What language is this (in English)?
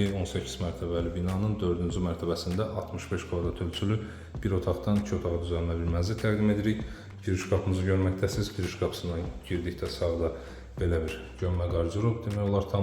Azerbaijani